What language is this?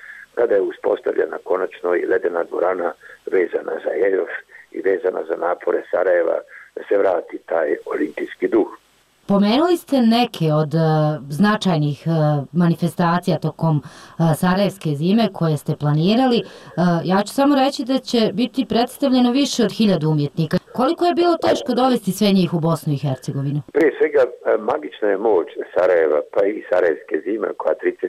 Bosnian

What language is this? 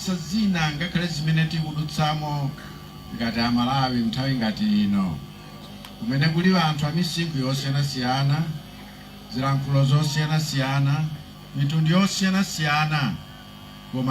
Nyanja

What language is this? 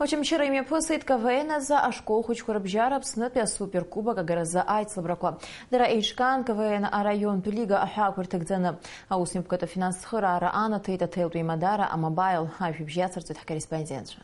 Abkhazian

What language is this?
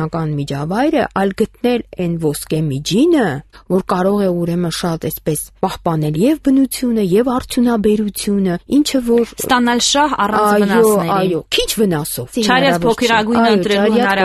Armenian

